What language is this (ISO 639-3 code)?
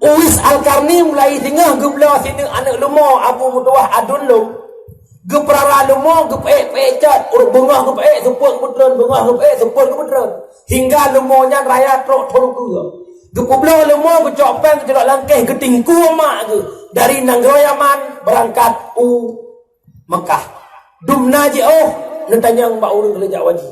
ace